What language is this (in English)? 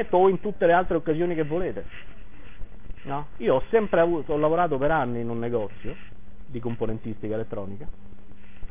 Italian